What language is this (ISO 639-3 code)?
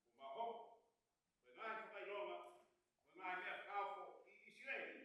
ton